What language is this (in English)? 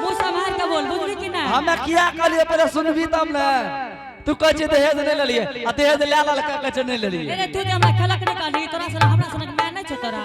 Angika